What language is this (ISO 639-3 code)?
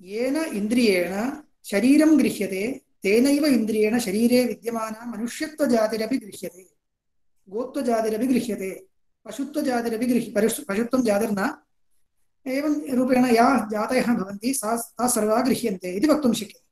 san